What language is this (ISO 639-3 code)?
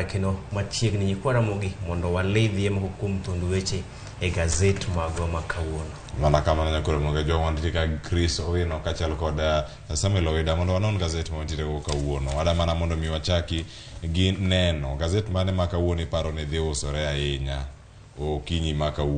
luo